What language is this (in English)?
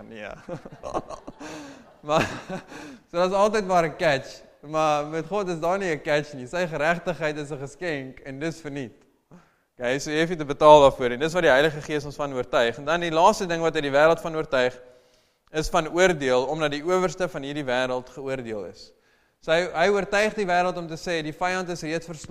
Afrikaans